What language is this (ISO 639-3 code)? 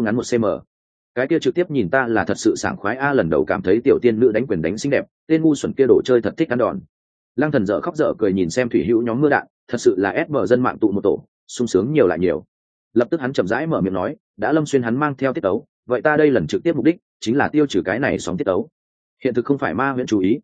vie